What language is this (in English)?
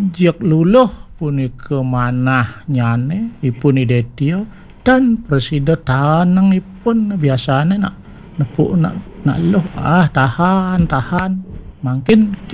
Balinese